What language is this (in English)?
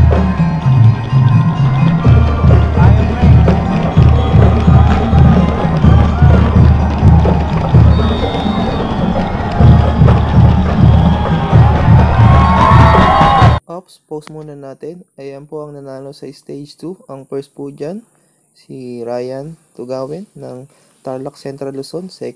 Filipino